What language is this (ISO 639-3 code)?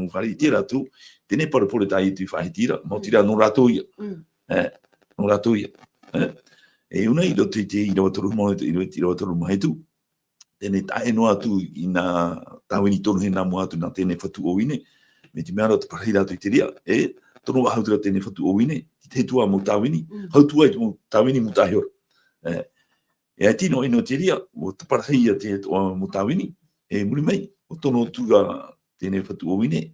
tah